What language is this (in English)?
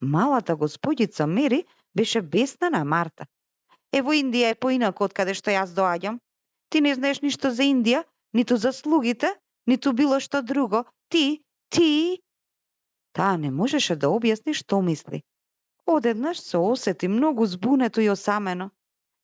Macedonian